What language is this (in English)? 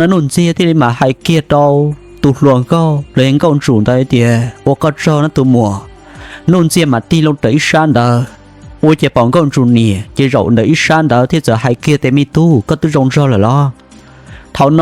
Hmong